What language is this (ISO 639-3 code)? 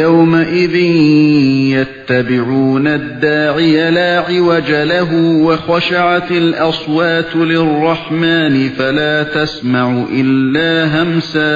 uig